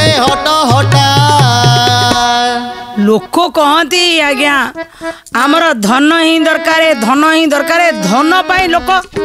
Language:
Odia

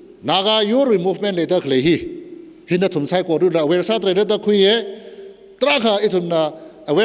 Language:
Tangkhul Naga (India)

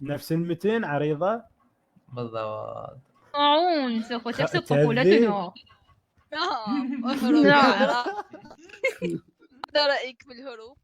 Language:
Mesopotamian Arabic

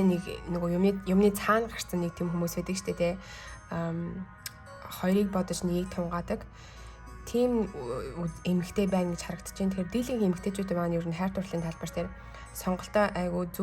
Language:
Mongolian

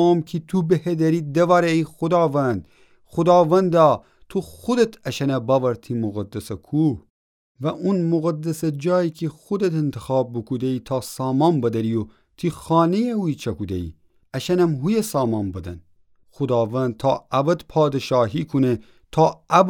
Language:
Gilaki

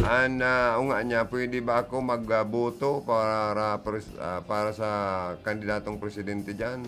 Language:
Bikol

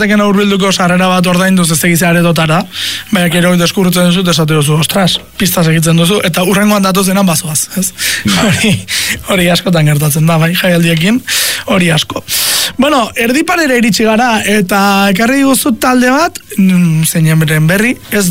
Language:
Basque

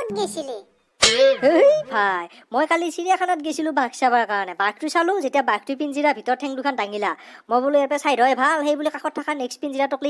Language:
Assamese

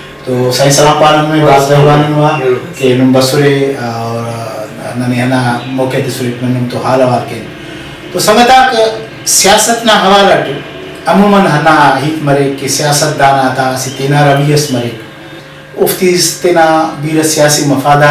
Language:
Brahui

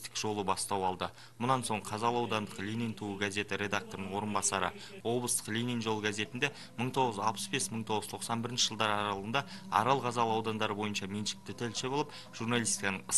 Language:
Kazakh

